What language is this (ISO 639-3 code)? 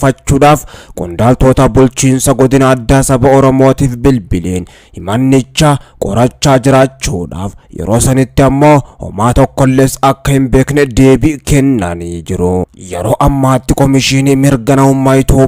orm